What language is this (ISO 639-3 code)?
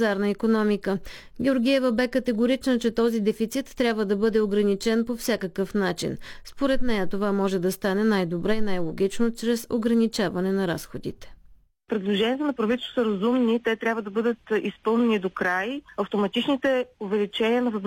bul